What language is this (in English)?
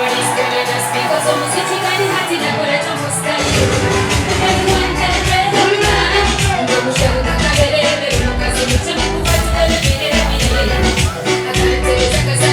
Nyankole